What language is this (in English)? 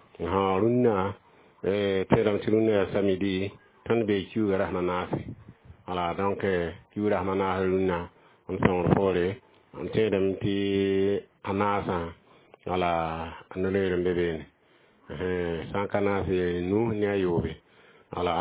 Mossi